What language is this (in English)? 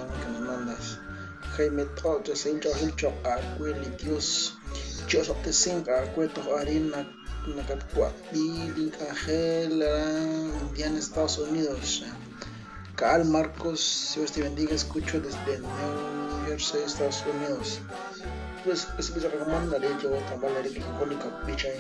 Kekchí